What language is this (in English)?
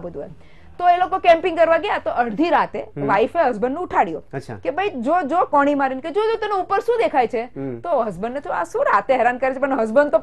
Gujarati